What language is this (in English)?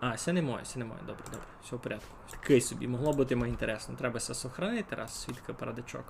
Rusyn